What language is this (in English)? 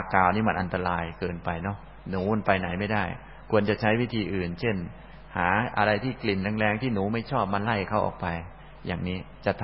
Thai